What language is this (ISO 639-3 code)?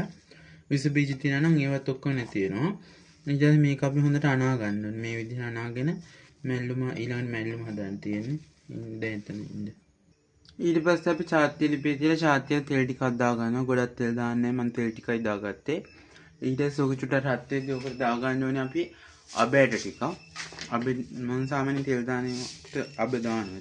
sin